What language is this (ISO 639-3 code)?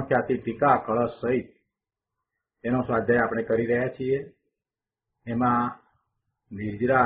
guj